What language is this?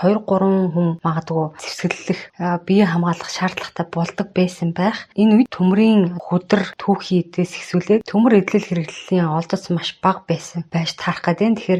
Mongolian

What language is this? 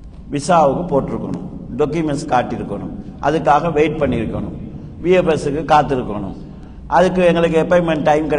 Tamil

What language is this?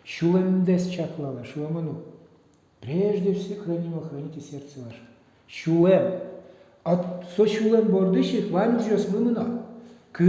Udmurt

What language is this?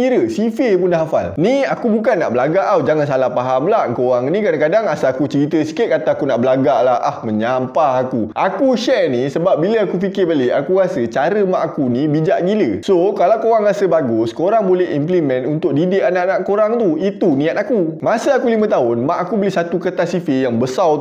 Malay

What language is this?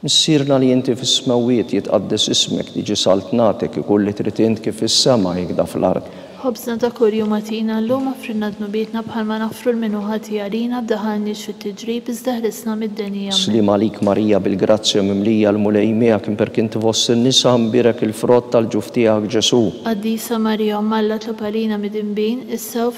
Maltese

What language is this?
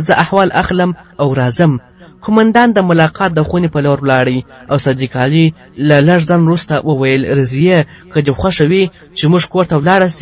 Pashto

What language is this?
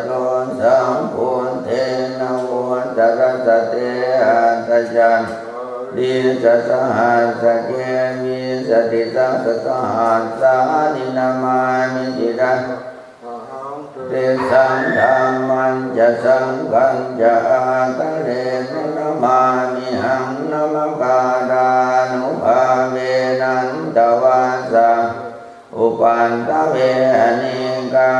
Pali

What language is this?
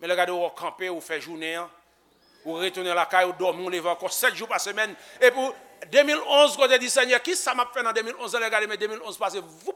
Haitian Creole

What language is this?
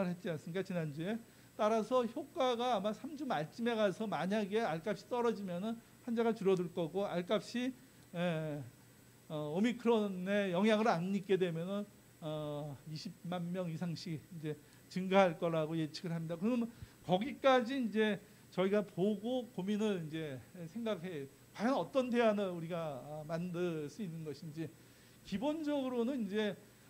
Korean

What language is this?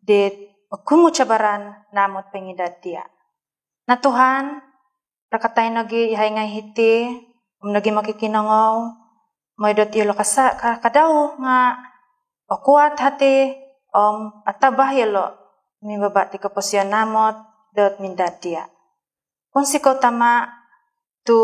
Central Dusun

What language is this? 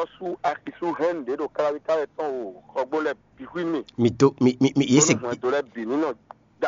Fon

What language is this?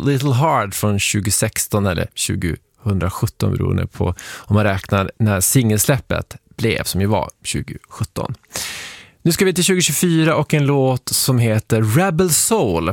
Swedish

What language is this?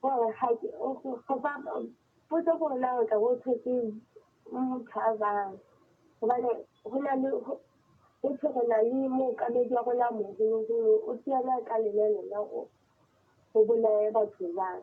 Southern Sotho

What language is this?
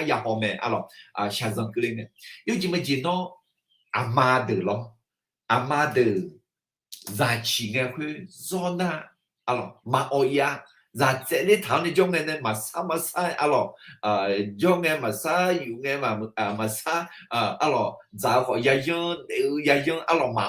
Akha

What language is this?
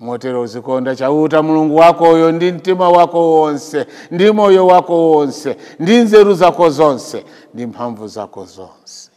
Nyanja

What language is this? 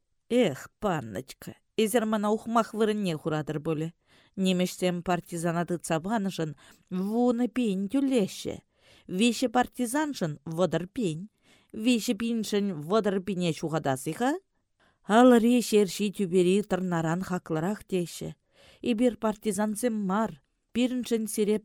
Chuvash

